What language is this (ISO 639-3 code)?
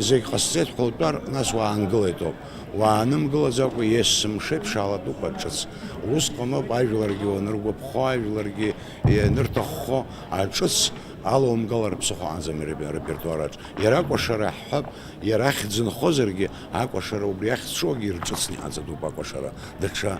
abk